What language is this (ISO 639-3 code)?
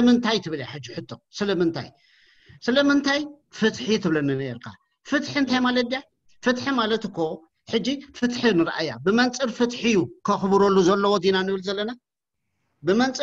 tir